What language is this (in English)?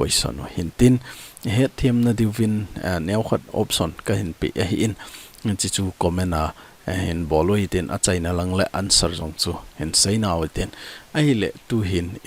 Thado Chin